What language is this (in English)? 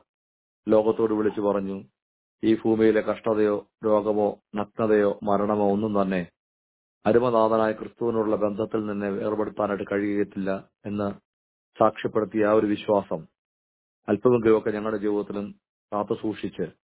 Malayalam